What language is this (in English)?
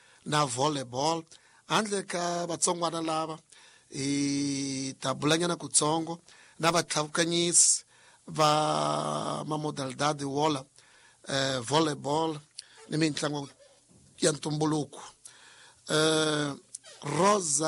Tsonga